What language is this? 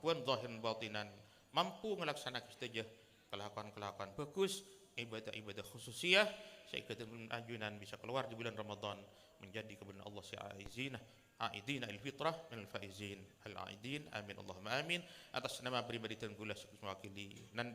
Madurese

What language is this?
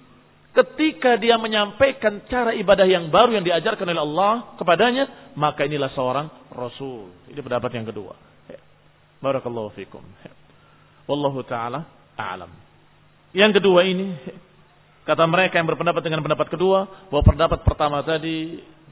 Indonesian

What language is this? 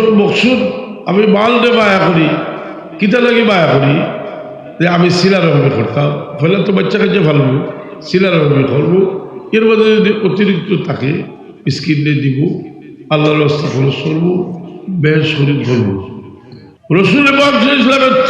Sylheti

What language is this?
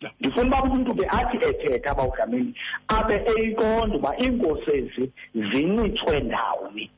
Xhosa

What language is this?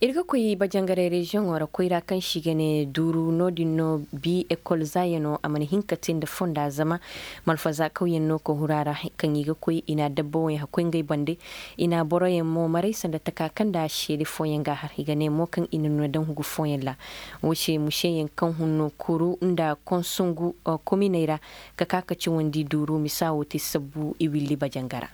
Koyraboro Senni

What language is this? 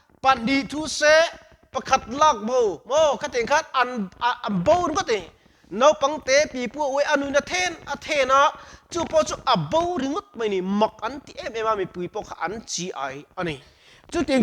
Mizo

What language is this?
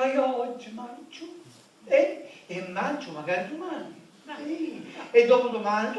Sicilian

